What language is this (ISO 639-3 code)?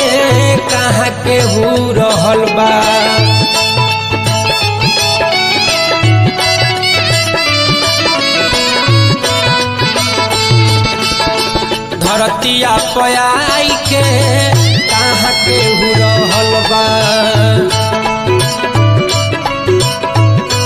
bho